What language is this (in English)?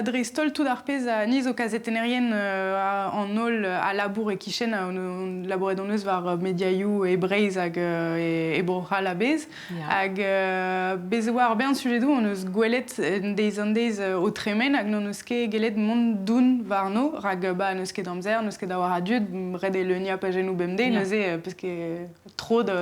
Breton